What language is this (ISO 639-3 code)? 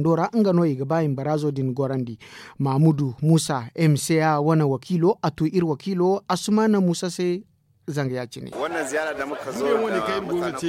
dje